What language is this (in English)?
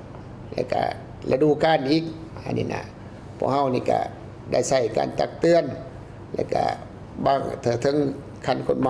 Lao